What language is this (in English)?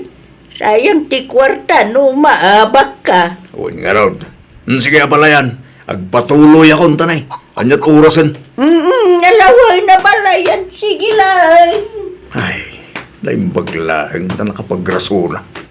Iloko